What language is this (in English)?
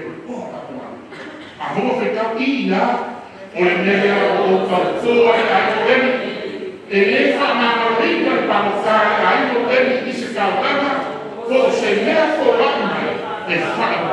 Samoan